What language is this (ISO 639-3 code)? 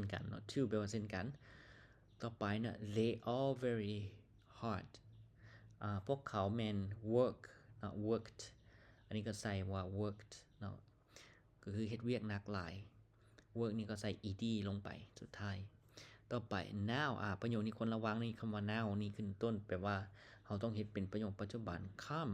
lao